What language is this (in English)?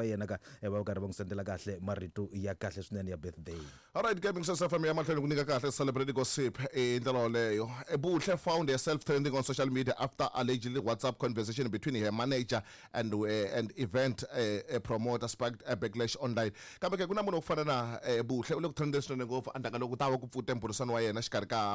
Tsonga